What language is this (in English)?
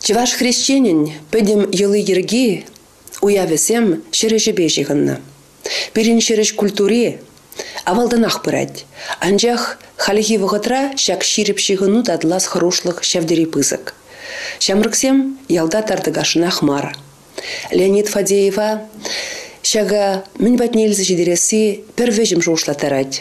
Chuvash